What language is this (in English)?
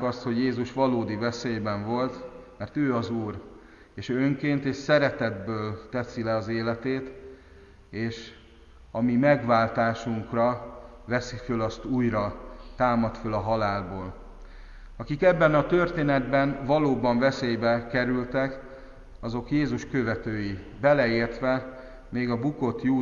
Hungarian